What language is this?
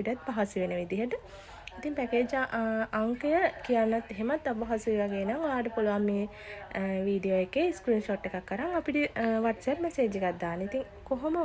Sinhala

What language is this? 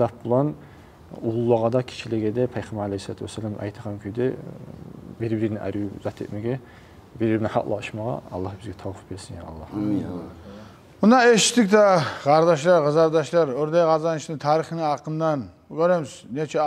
Kumyk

